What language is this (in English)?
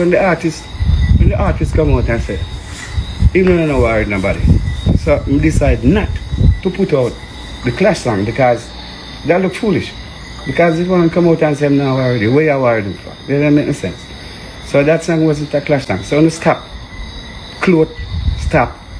Jamaican Creole English